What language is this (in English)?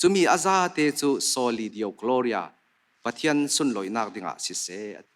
Falam Chin